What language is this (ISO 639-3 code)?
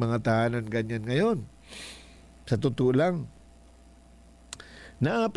fil